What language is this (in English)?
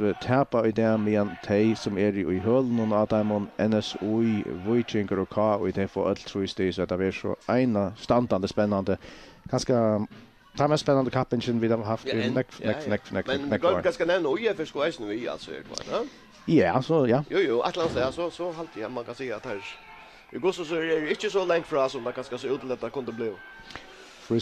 Faroese